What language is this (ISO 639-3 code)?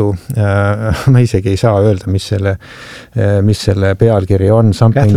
est